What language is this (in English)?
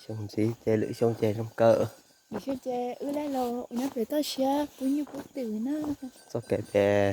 Hmong